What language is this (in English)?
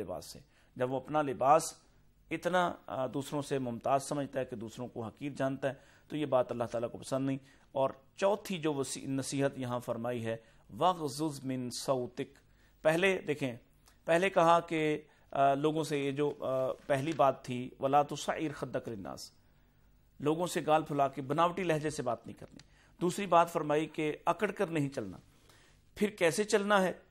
Urdu